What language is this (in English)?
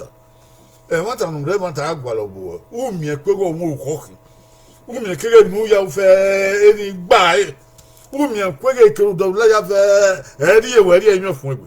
Bini